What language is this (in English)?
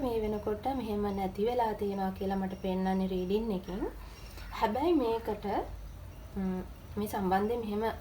Sinhala